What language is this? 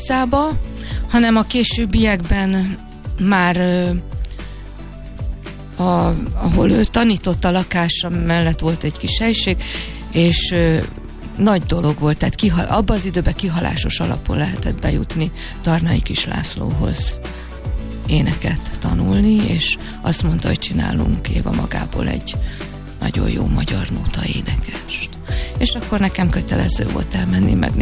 Hungarian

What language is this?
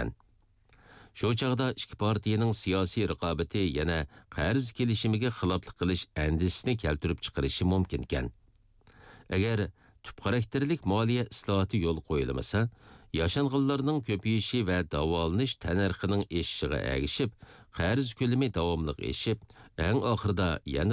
Uyghur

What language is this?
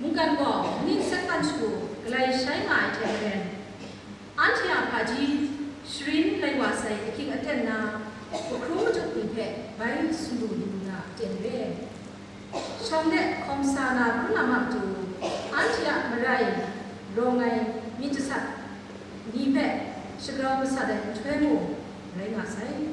Kachin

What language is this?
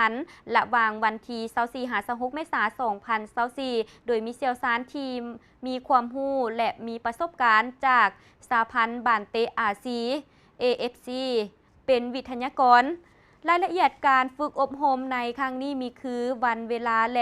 Lao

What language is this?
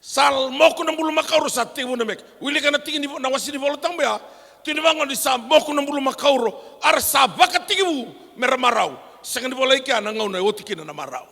Fijian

